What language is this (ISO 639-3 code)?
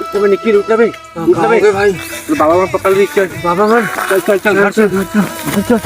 hne